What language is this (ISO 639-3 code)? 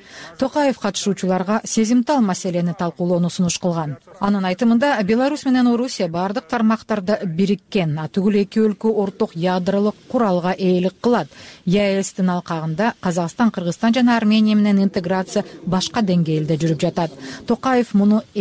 kir